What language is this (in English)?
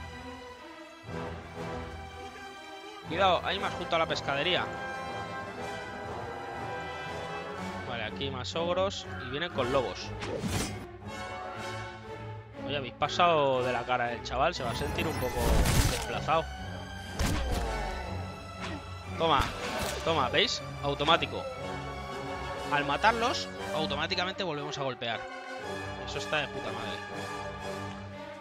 Spanish